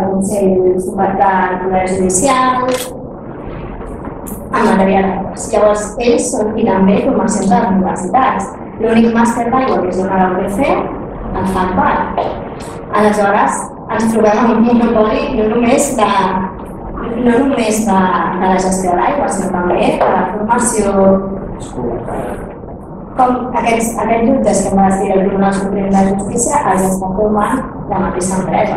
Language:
Catalan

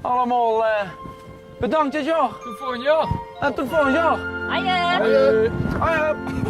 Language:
Limburgish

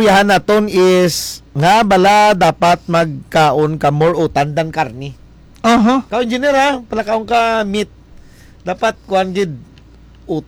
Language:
Hiligaynon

